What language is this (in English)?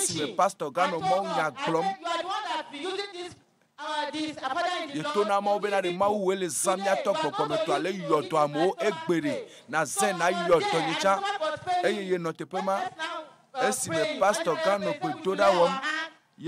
Ewe